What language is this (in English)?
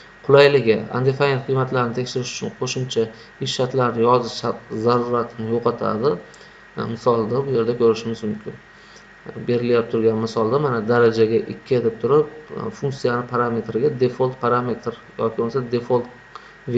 Uzbek